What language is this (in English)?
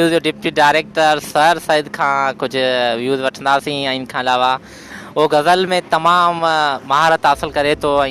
Sindhi